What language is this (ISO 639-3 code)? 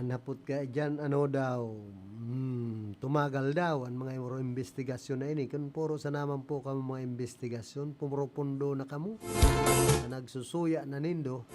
bik